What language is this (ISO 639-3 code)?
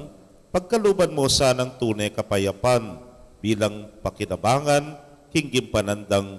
pam